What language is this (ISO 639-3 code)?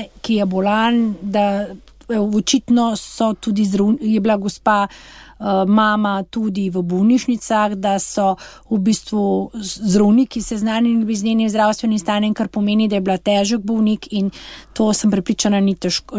slv